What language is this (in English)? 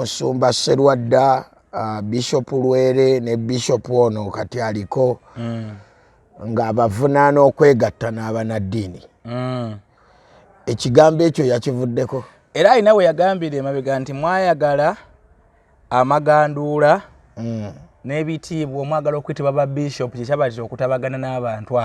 Ganda